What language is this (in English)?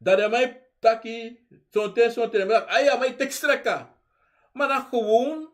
Sranan Tongo